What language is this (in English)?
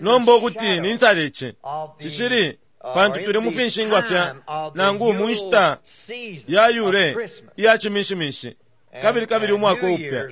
Bemba